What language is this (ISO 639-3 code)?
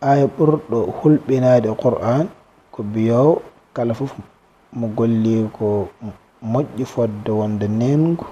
ful